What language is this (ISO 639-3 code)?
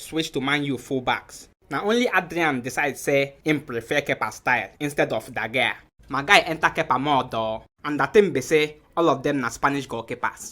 pcm